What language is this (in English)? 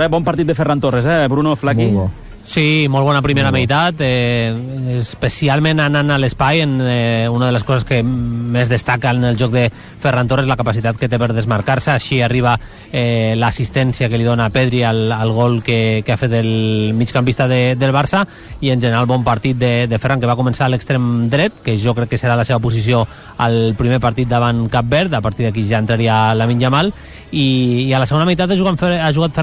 Catalan